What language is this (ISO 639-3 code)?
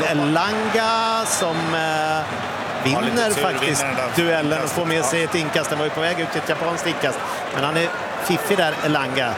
swe